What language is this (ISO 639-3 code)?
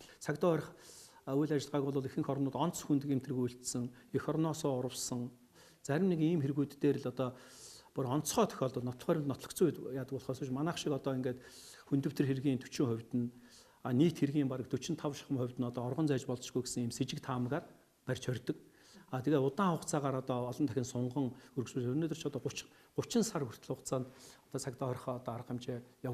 mon